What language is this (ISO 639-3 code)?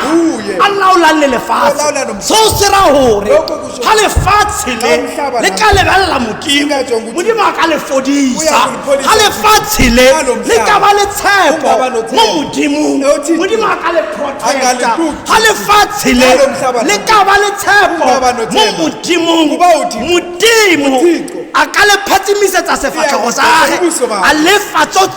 tsn